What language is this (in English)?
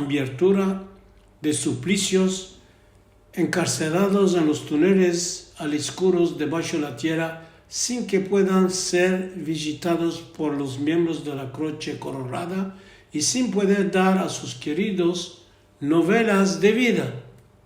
Ladino